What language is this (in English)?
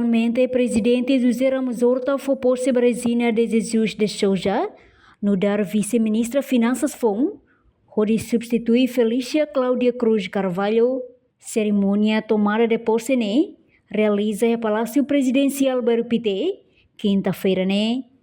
Tetum